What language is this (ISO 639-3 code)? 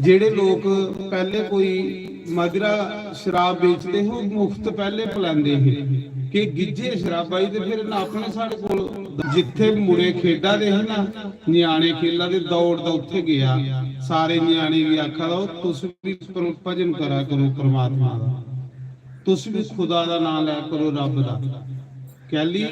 doi